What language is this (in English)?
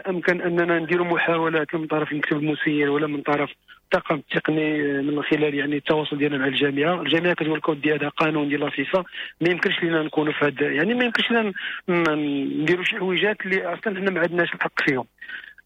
Moroccan Arabic